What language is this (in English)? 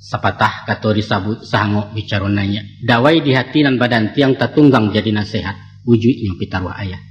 Minangkabau